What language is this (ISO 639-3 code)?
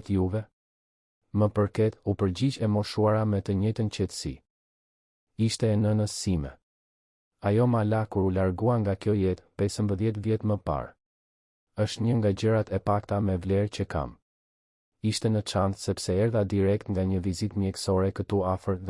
sqi